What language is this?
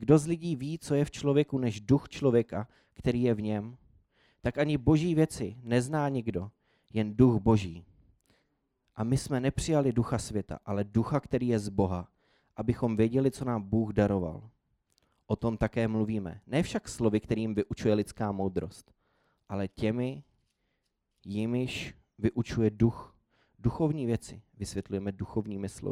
Czech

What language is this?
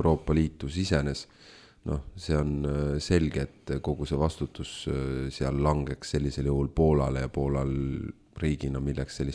Estonian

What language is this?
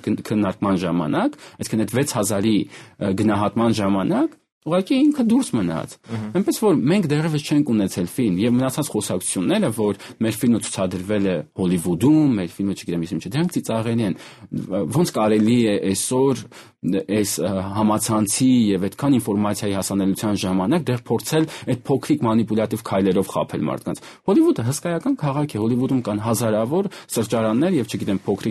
Armenian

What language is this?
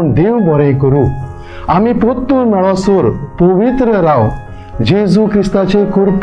Konkani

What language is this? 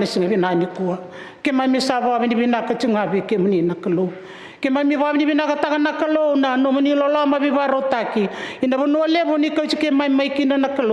Fijian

